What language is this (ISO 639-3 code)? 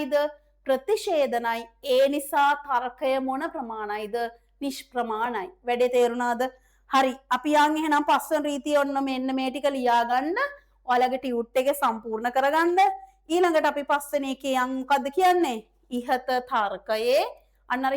sin